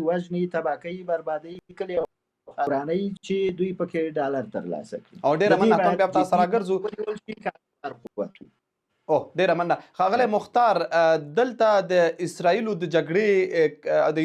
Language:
Pashto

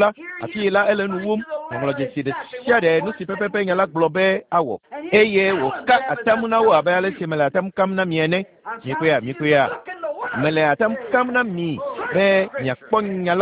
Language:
Ewe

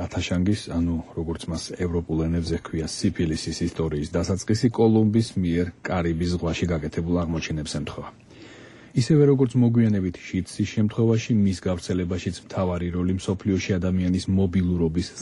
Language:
Georgian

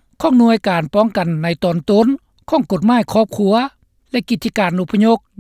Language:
Lao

